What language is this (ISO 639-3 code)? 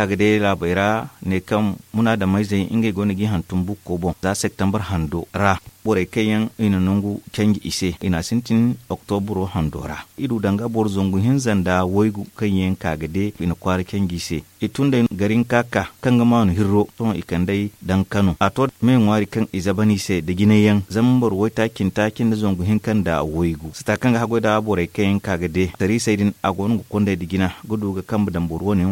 dje